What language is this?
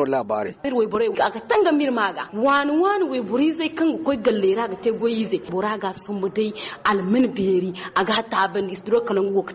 Zarma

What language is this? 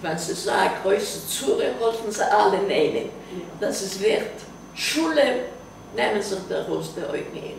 Yiddish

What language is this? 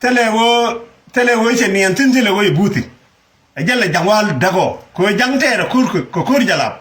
Nuer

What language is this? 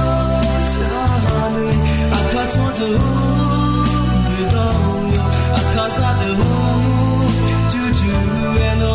Akha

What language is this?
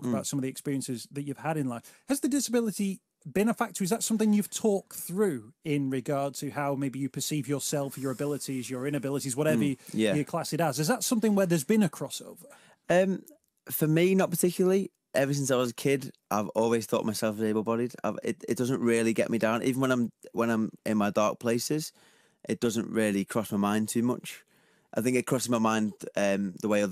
English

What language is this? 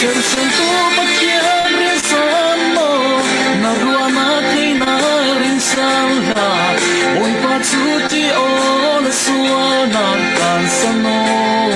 Falam Chin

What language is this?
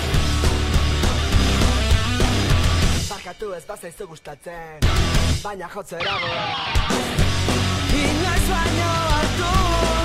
Basque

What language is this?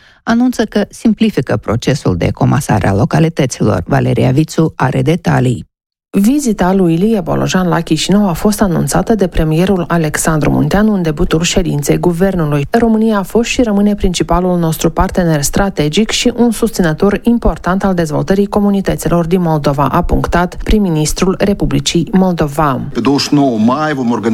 Romanian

